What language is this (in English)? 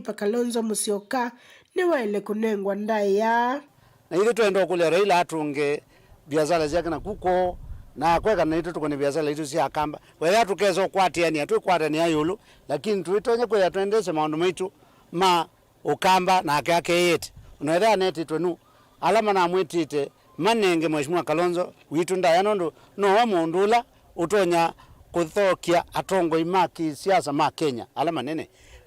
Kamba